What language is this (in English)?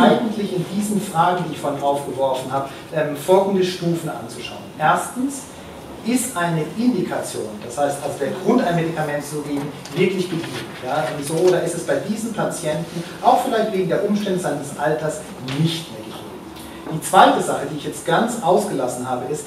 German